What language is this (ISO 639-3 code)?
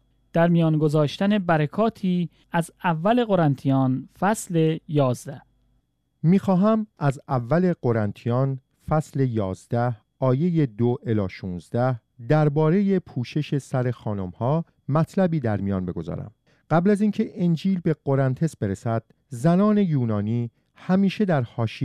fas